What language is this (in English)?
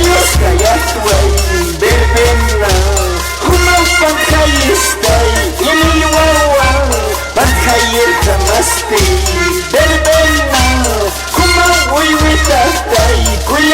Aymara